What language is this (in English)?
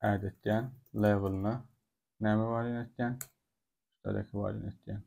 Turkmen